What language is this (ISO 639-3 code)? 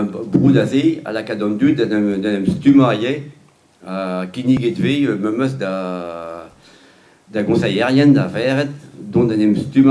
bre